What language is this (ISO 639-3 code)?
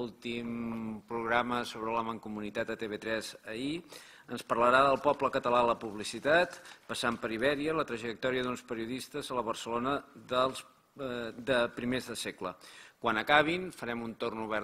cat